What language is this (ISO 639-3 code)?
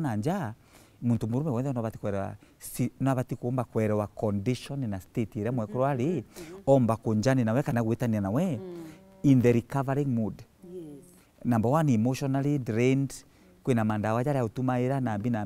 mer